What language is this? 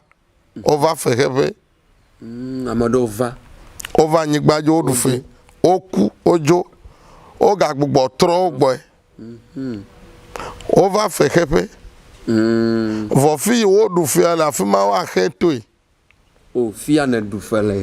Ewe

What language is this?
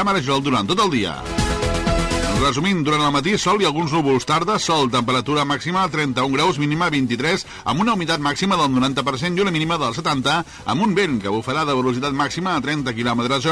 Catalan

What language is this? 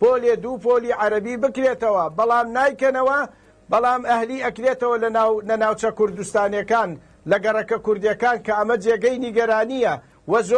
Central Kurdish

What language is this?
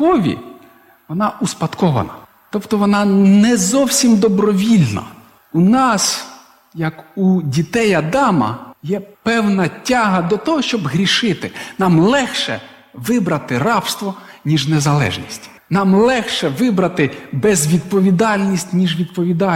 Ukrainian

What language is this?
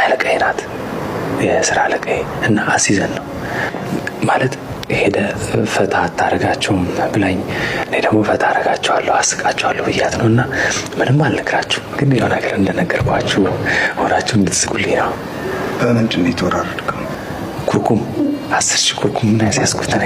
Amharic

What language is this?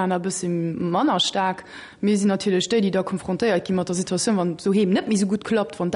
Luxembourgish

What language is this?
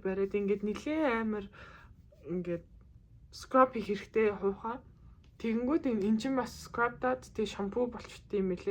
Mongolian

